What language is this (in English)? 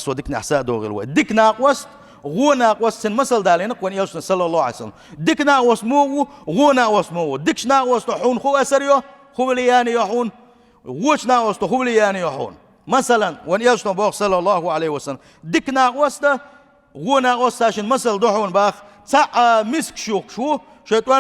Chechen